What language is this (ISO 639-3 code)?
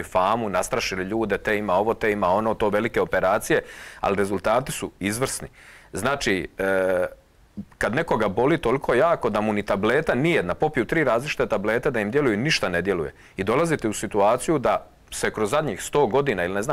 hrv